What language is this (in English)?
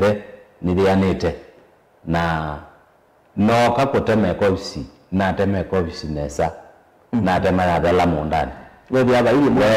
Kamba